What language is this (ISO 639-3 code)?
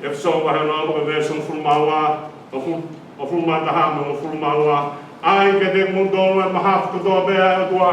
ton